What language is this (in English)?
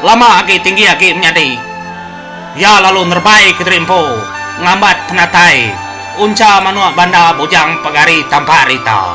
Iban